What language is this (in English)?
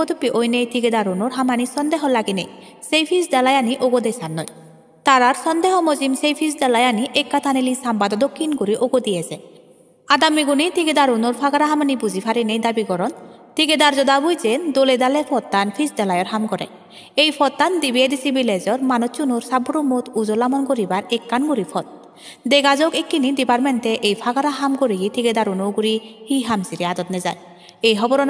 Chakma